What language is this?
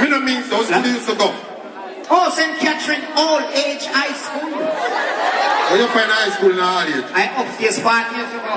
Jamaican Creole English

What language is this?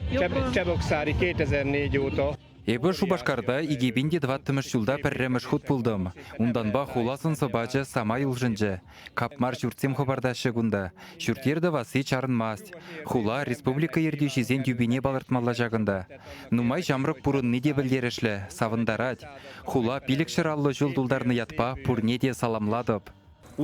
Chuvash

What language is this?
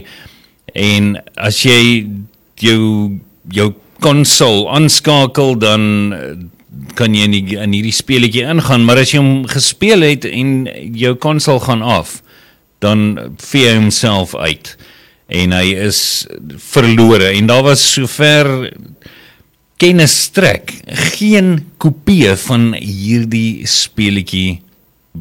Afrikaans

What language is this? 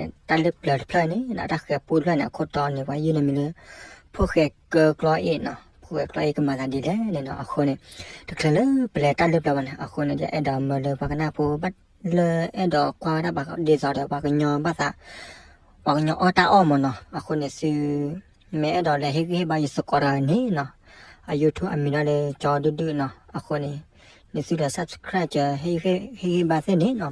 S'gaw Karen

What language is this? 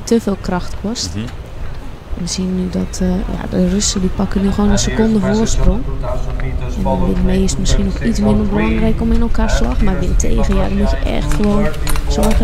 Dutch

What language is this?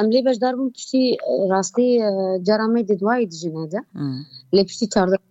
Kurdish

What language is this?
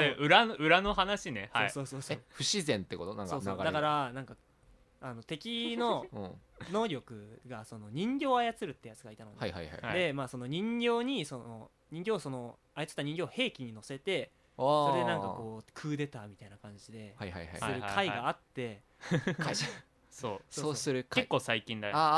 Japanese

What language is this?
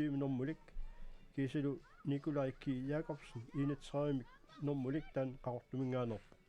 Kalaallisut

